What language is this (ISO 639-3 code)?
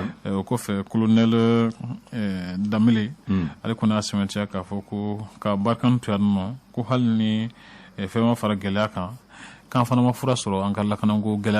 bam